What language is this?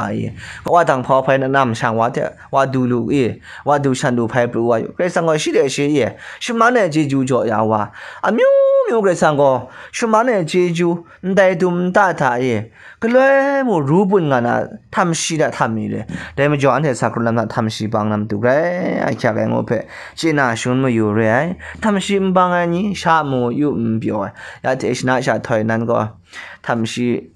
Kachin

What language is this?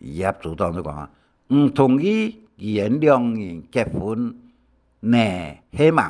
Hakka Chinese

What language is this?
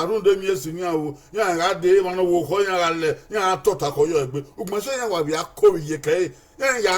Bini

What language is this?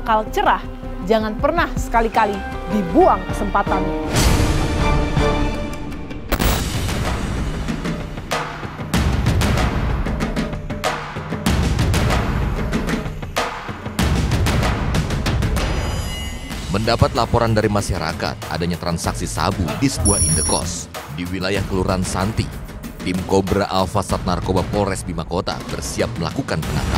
Indonesian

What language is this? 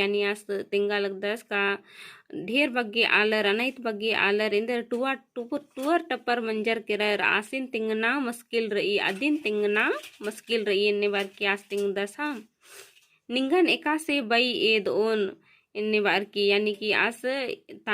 Kurukh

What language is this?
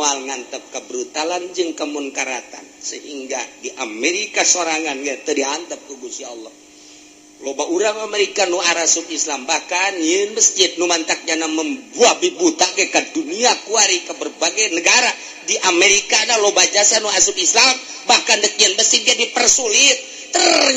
Sundanese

